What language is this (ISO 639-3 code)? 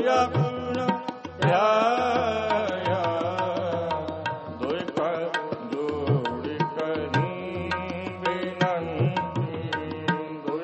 pan